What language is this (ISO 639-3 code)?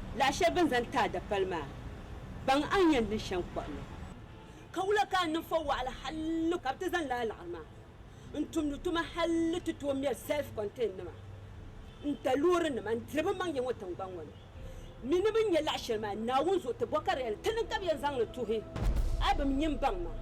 dag